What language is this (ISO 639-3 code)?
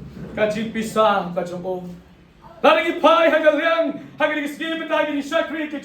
kha